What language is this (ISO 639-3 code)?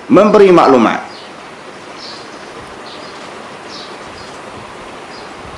msa